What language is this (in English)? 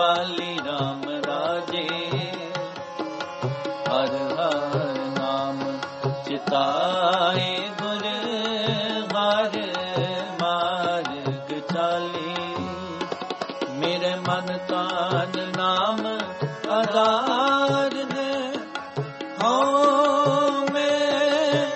Punjabi